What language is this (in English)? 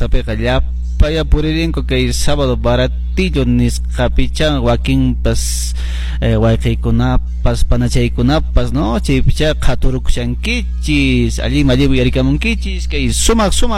Quechua